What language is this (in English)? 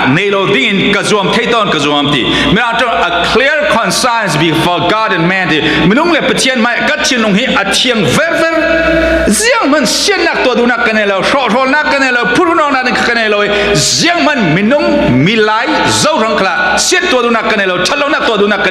Falam Chin